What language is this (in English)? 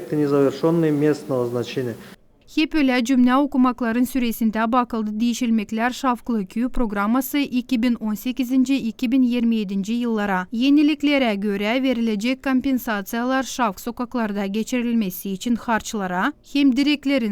Gagauz